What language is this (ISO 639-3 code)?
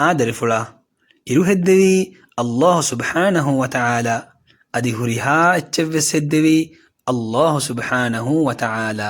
div